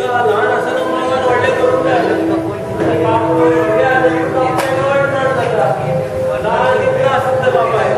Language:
Konkani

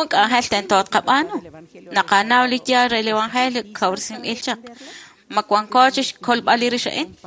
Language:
Kekchí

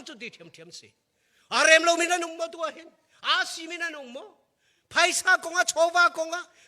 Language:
Hakha Chin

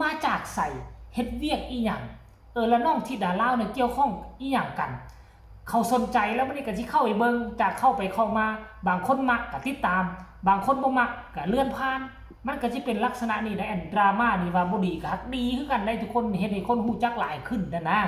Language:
Northeastern Thai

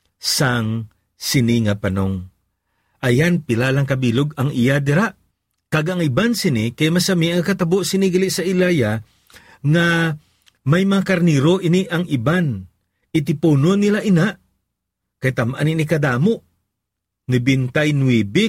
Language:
Hiligaynon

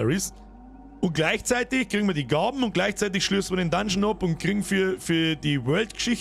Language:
Bavarian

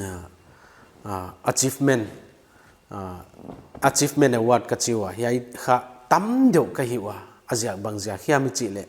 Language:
Paite Chin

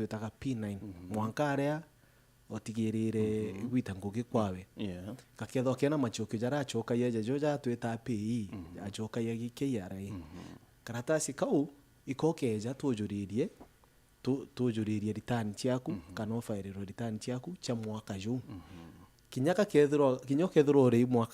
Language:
Meru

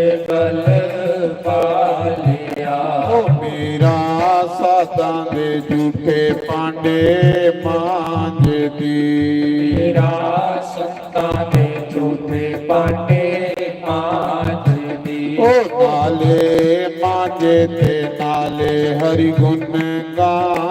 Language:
Dogri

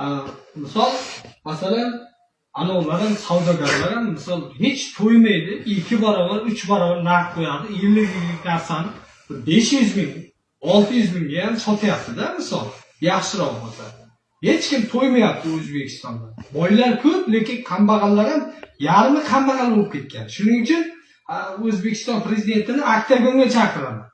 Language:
Uzbek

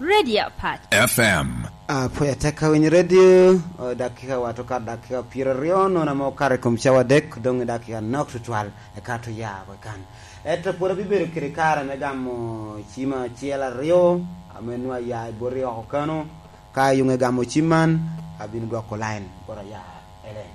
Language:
Lango (Uganda)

